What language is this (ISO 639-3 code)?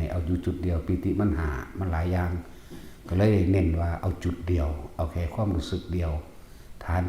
tts